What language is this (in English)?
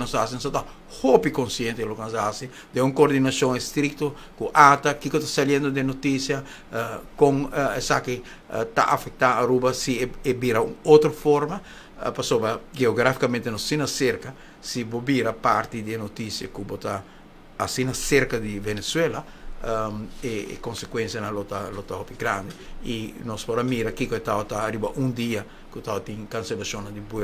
Papiamento